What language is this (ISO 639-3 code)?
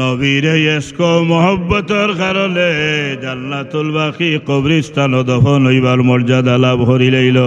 syl